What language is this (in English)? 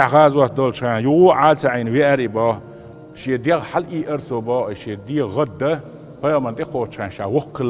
Chechen